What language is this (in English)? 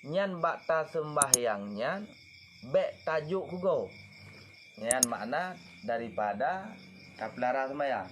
Achinese